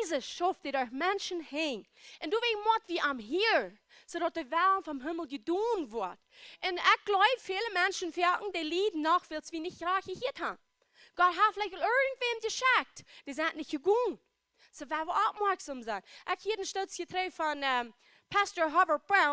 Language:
Plautdietsch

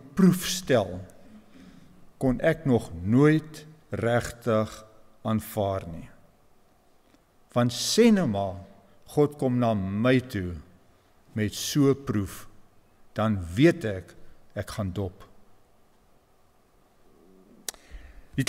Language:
Afrikaans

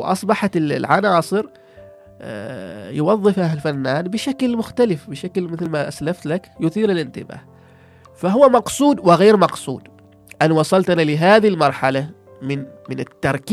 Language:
Gulf Arabic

